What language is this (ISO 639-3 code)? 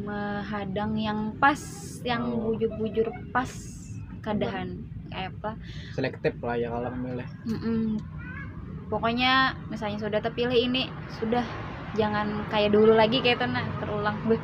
bjn